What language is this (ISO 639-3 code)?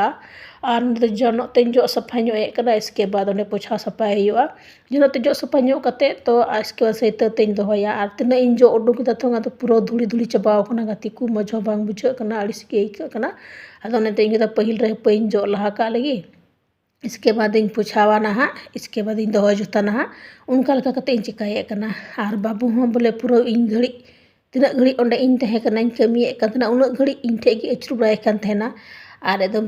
sat